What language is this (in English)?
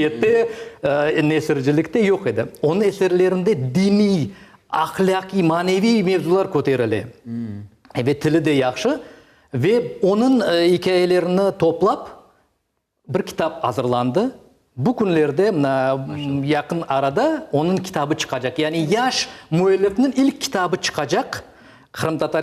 Crimean Tatar